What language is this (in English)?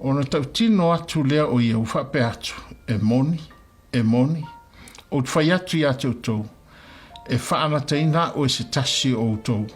Samoan